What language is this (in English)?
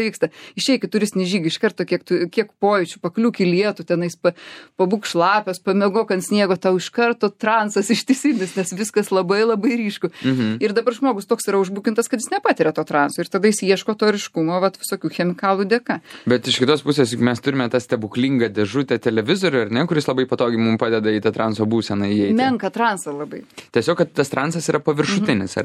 Lithuanian